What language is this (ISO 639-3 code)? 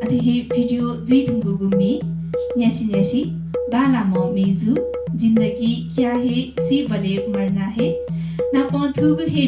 new